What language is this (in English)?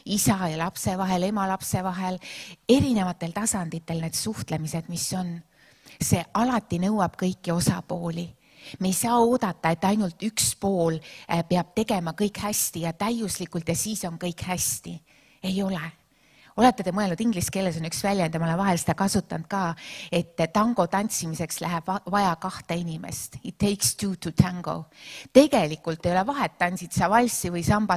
Estonian